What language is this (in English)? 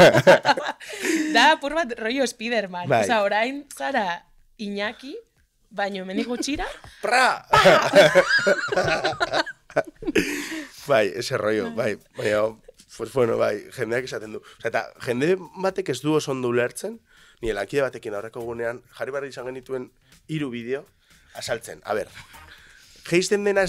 Basque